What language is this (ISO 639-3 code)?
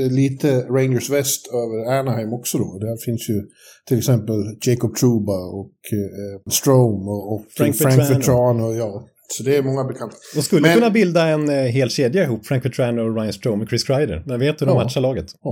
swe